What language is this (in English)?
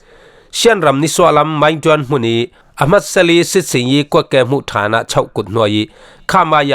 Falam Chin